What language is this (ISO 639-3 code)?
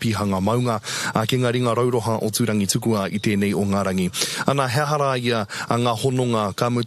mri